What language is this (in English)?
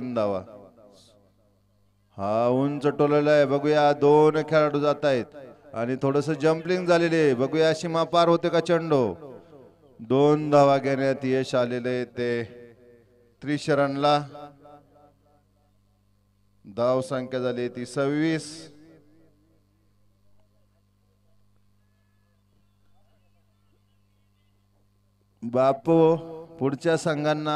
Marathi